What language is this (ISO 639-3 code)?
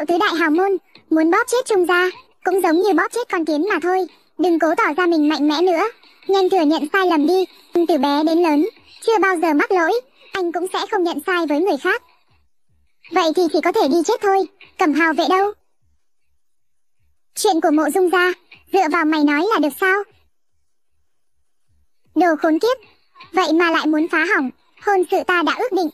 vie